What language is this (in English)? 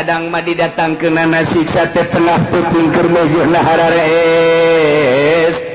Sundanese